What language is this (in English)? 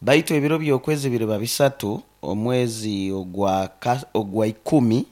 Nyoro